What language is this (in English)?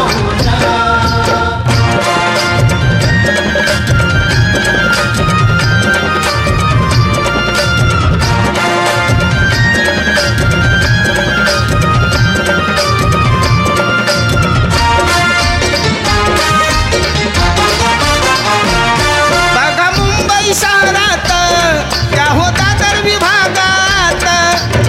Marathi